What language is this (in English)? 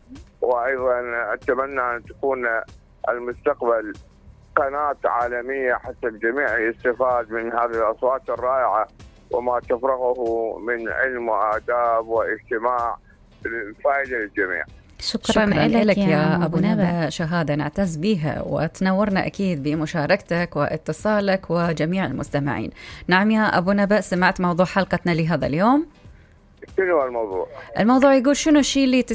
Mesopotamian Arabic